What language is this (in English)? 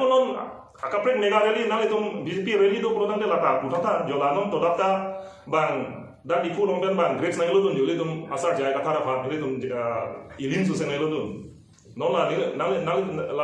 Karbi